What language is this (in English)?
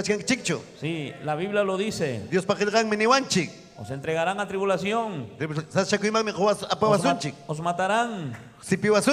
Ayacucho Quechua